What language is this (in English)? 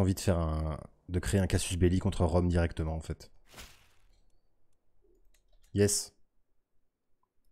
French